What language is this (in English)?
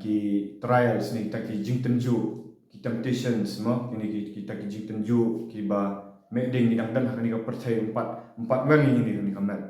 Khasi